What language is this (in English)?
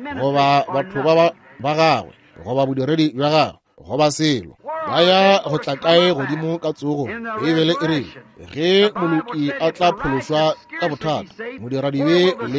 Northern Sotho